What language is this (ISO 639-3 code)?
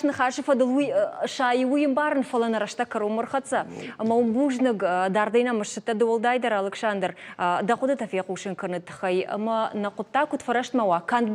oss